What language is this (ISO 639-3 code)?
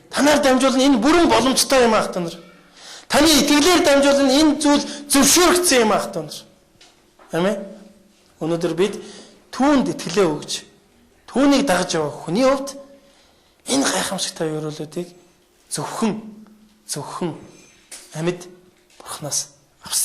mon